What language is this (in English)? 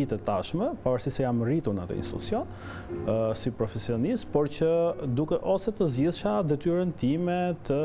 Albanian